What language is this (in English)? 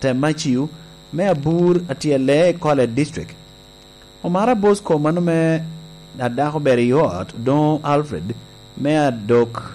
Lango (Uganda)